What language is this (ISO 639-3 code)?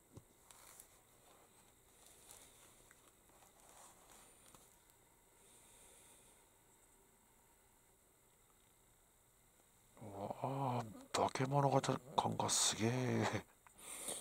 jpn